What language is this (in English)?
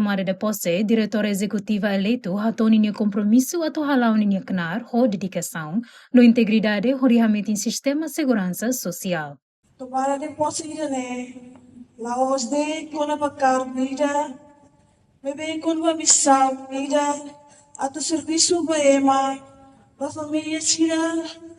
Tetum